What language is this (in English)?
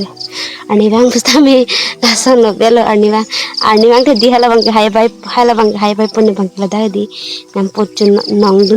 Karbi